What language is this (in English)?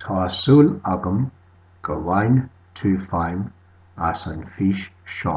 Irish